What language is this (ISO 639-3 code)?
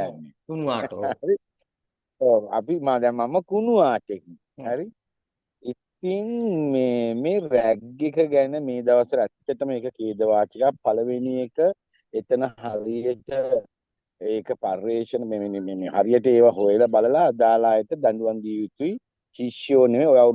sin